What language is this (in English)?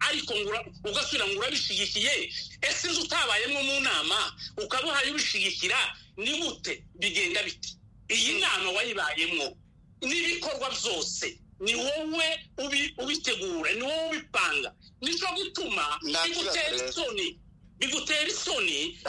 Kinyarwanda